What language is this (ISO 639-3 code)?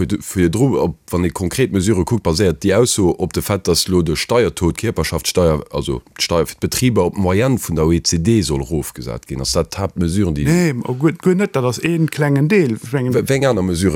ltz